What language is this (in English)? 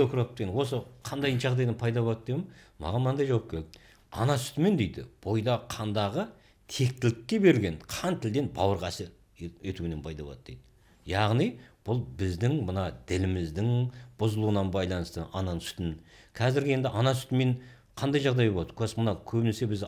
Kazakh